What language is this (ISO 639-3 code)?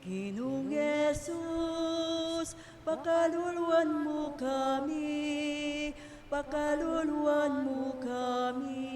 pam